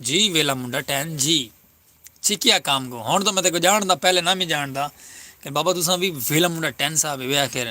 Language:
Saraiki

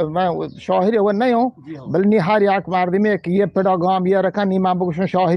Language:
Eastern Balochi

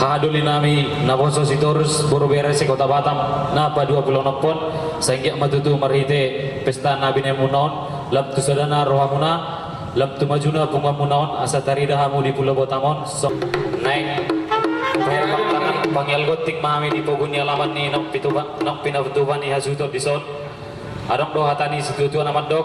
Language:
Batak Toba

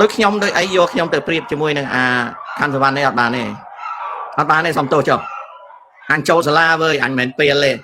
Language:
Khmer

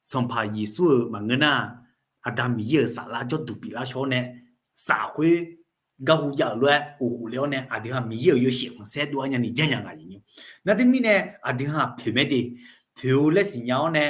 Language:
Akha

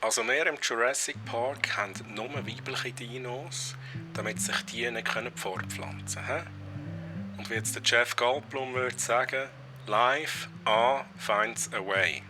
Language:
Swiss German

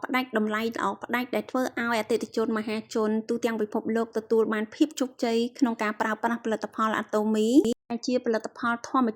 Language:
Khmer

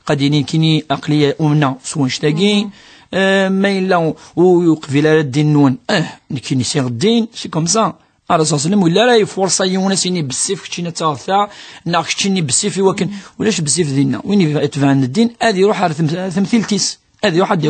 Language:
Kabyle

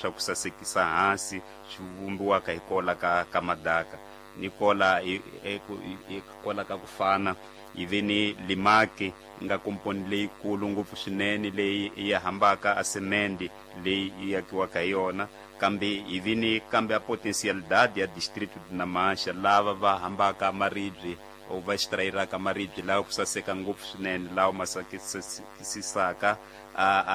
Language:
Tsonga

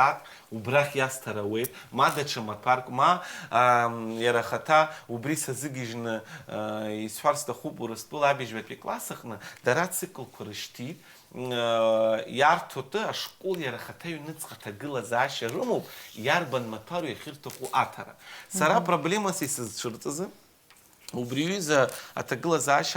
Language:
Abkhazian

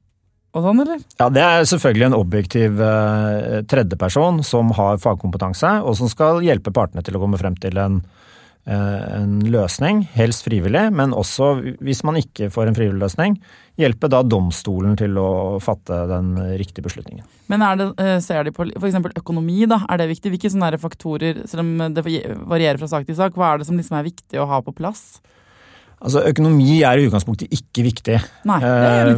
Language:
Norwegian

